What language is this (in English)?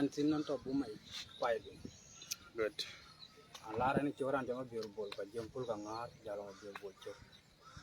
Dinka